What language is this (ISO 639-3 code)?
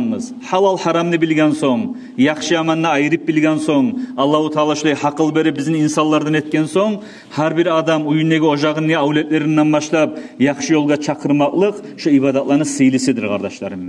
kum